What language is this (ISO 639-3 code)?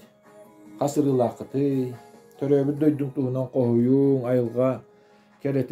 sah